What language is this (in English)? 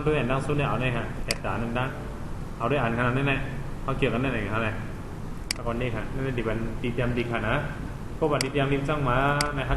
Shan